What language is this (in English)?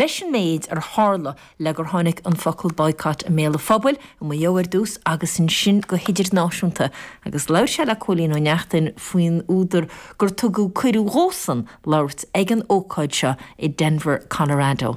Irish